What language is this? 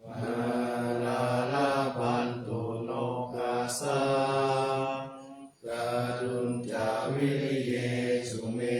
Pali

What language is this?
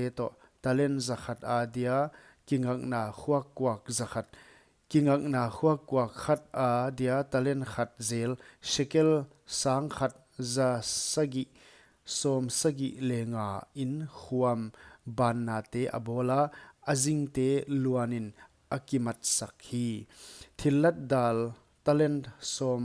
Paite Chin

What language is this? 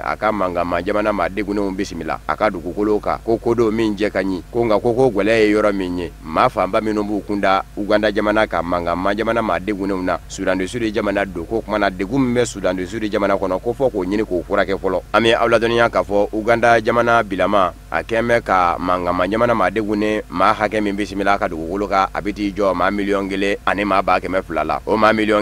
Bambara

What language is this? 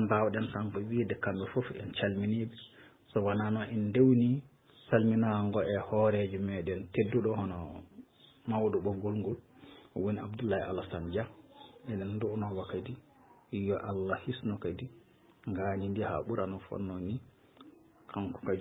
Fula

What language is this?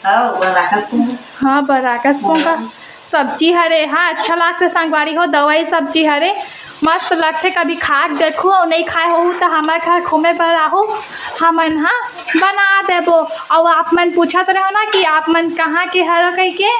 Chhattisgarhi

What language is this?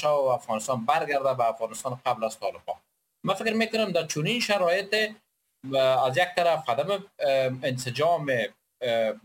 Persian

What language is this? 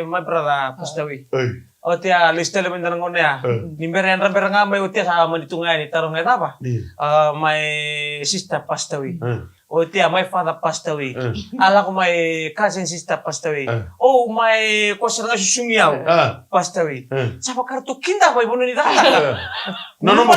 Fijian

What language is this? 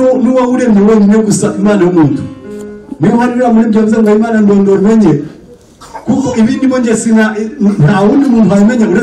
Kinyarwanda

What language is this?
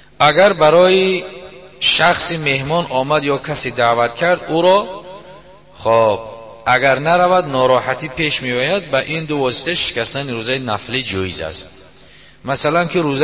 Tajik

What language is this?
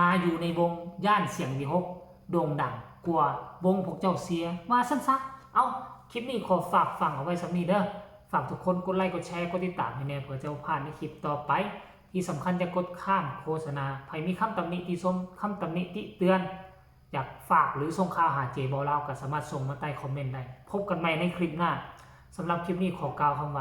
Northeastern Thai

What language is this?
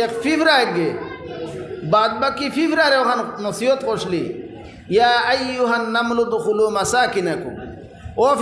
Sylheti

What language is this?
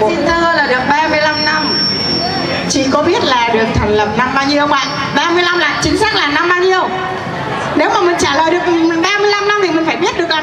Vietnamese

